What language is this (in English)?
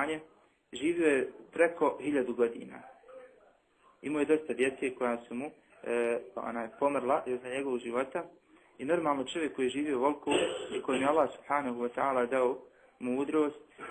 Bosnian